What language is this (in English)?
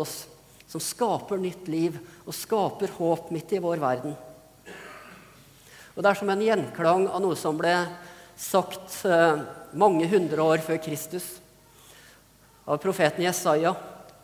Norwegian